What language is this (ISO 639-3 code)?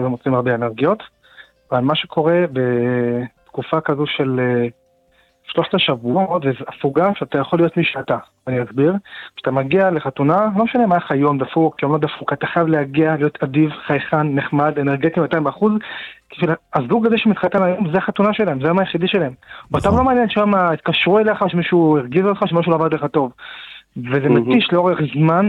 heb